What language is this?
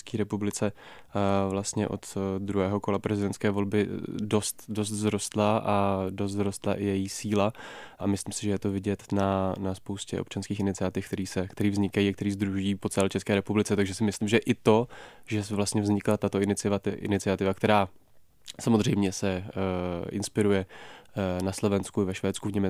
Czech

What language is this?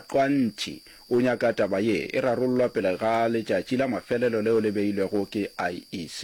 Northern Sotho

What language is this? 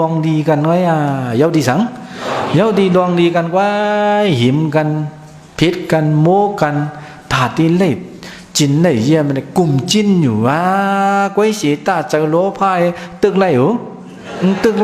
Shan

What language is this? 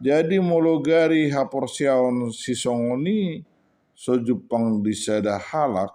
Batak Toba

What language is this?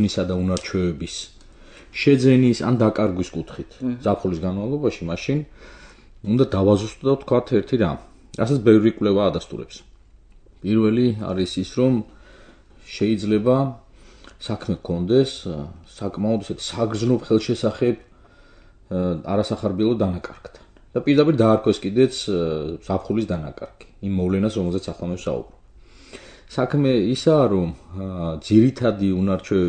Georgian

